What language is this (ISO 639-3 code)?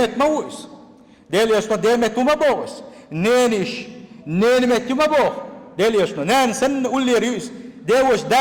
che